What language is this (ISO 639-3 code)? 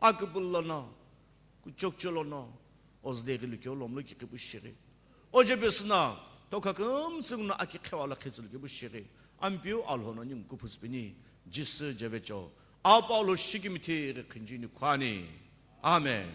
nsm